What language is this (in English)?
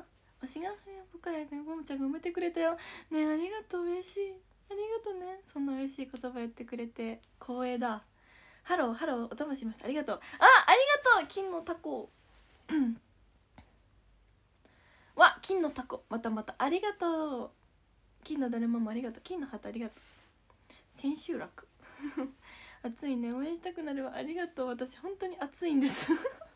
Japanese